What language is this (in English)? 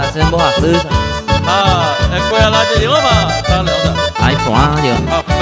Guarani